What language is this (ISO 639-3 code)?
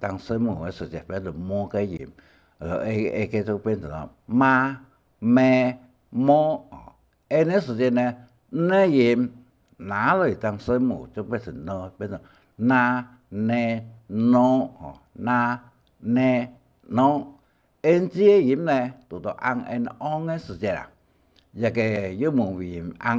hak